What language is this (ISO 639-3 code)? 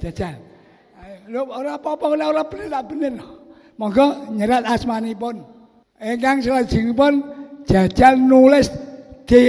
jav